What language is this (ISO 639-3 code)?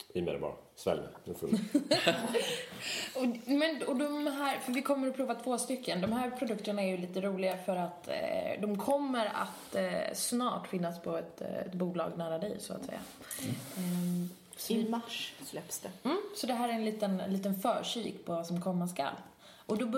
swe